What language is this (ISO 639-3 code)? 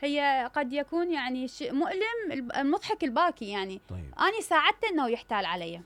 acm